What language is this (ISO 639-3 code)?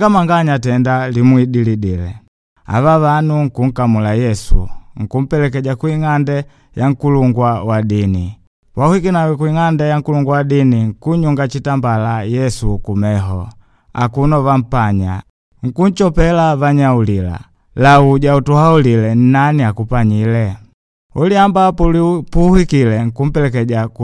kde